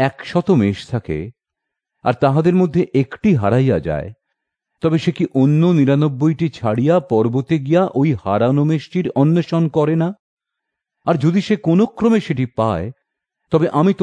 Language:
Bangla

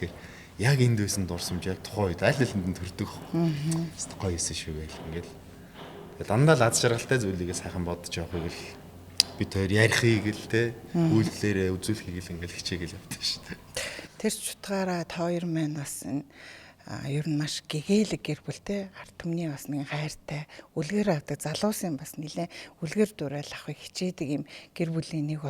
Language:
Mongolian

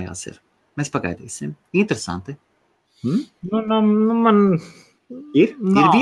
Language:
Latvian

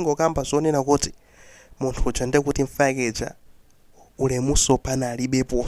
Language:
Nyanja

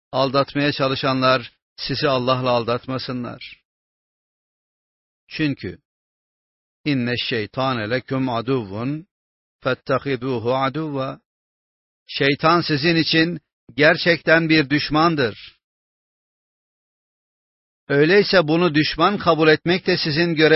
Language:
Turkish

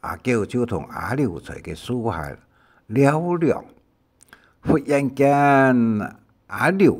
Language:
Hakka Chinese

